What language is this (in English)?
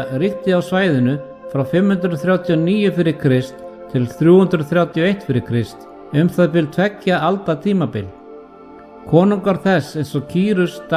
Icelandic